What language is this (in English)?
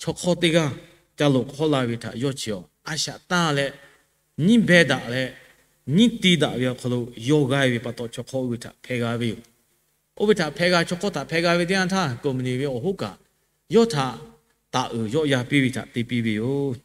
Lahu